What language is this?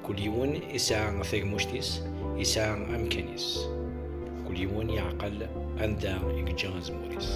Kabyle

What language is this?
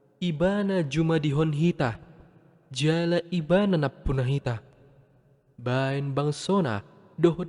Batak Toba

